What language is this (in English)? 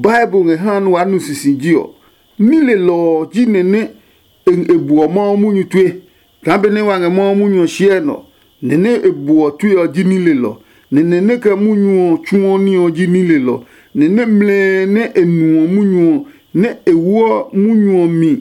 Adangme